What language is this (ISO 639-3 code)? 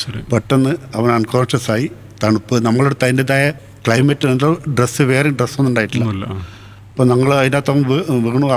mal